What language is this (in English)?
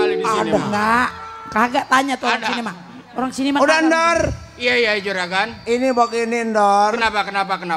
Betawi